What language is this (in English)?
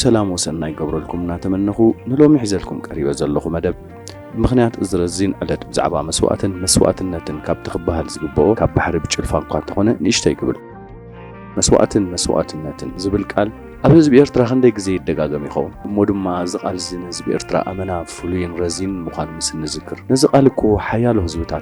Tigrinya